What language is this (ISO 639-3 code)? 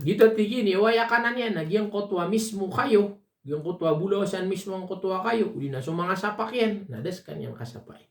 mrw